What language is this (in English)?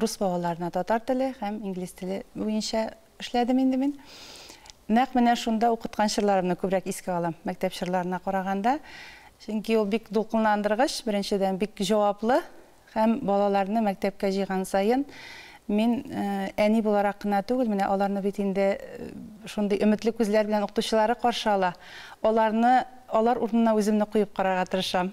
Tatar